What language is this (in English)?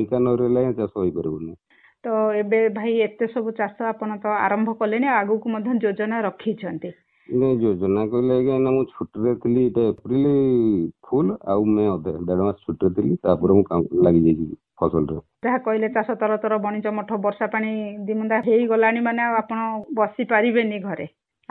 Odia